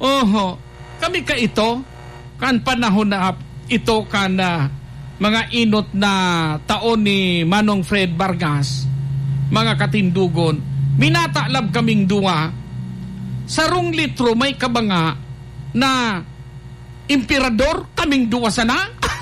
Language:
Bikol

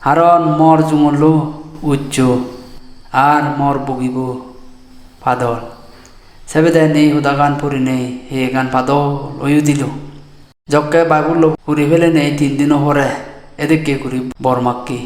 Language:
Chakma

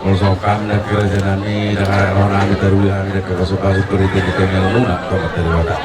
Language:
Batak Toba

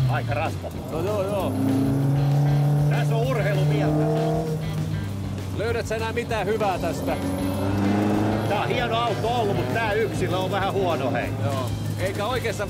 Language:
Finnish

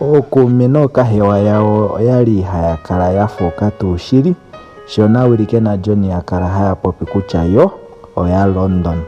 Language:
Ndonga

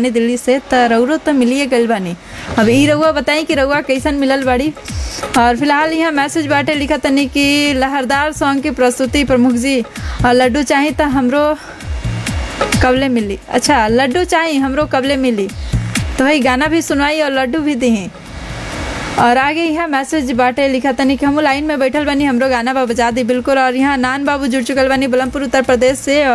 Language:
Bhojpuri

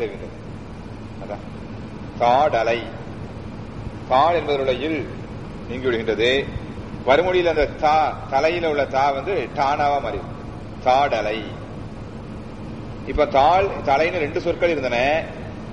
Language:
Tamil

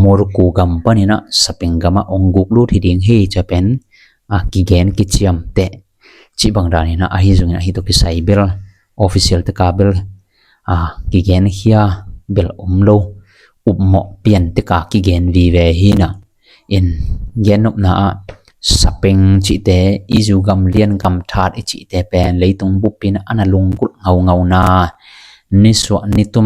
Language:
Tedim Chin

